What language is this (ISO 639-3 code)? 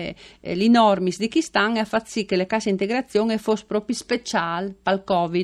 fur